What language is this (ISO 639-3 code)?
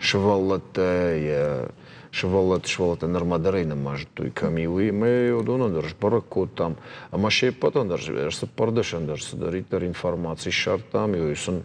oss